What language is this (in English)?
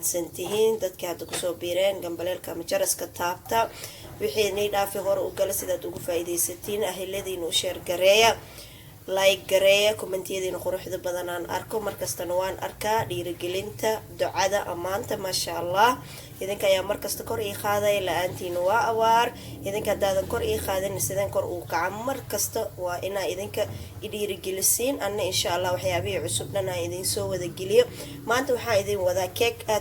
Somali